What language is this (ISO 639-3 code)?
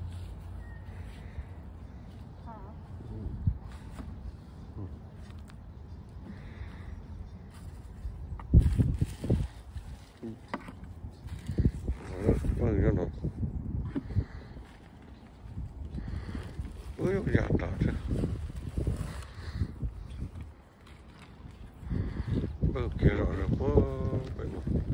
vie